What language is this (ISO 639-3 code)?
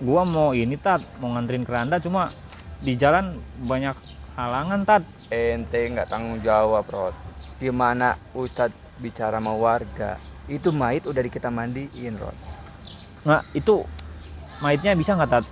bew